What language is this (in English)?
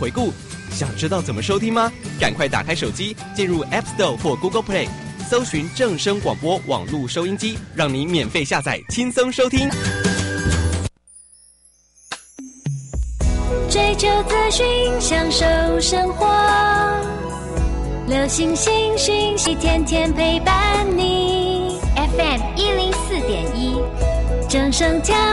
Chinese